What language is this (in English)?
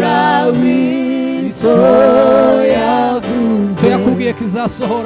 Kinyarwanda